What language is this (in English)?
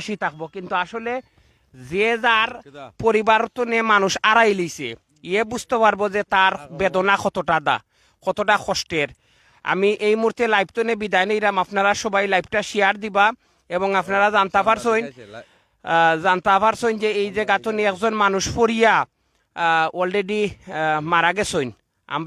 Sylheti